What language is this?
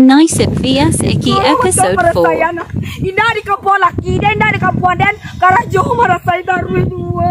Minangkabau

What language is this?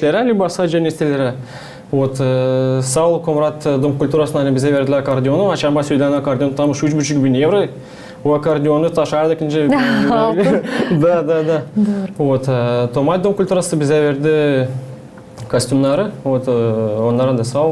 Gagauz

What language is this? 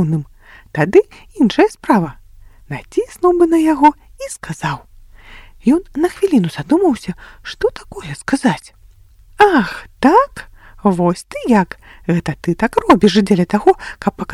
Belarusian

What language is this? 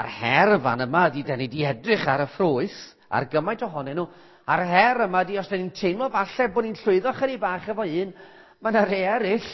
Welsh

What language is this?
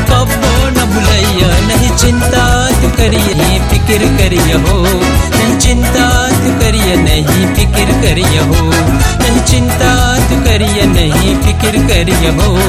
Bhojpuri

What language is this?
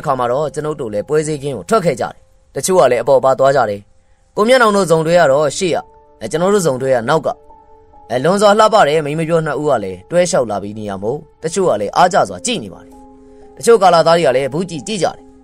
Burmese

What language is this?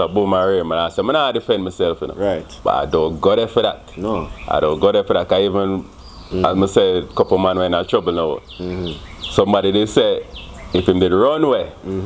Jamaican Creole English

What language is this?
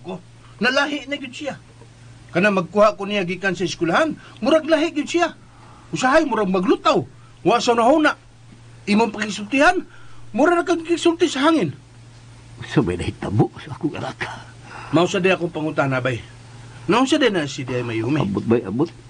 Cebuano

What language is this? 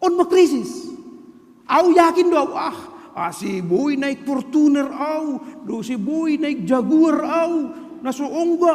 Batak Simalungun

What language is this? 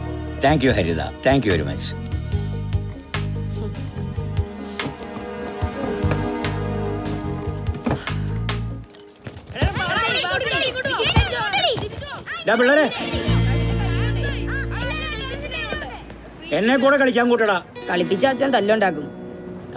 Malayalam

